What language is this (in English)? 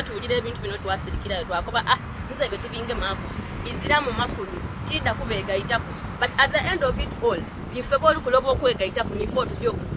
Soga